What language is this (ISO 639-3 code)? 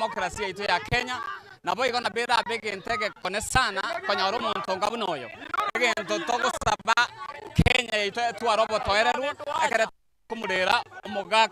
guz